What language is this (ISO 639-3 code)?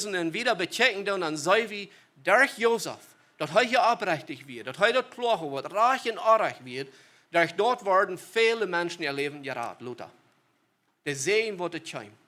pdt